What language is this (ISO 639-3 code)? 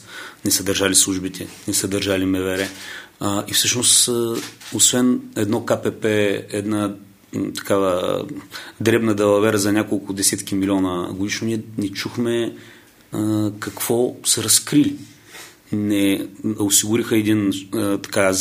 bul